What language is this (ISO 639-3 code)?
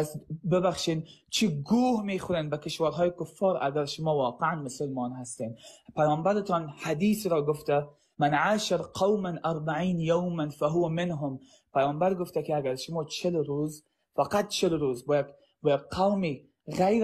fas